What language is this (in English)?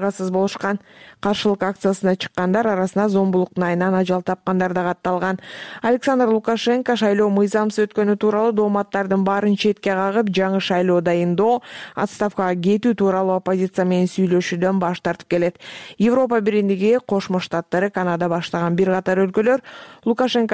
Kyrgyz